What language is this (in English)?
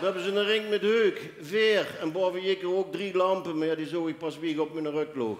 Limburgish